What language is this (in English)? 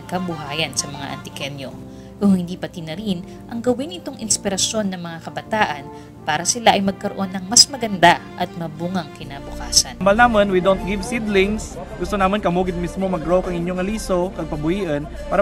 Kinaray-a